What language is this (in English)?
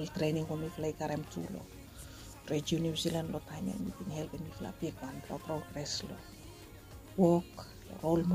Bislama